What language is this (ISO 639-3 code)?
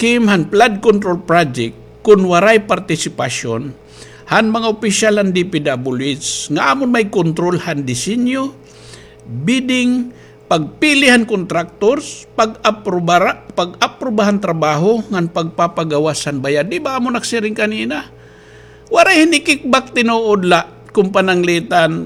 war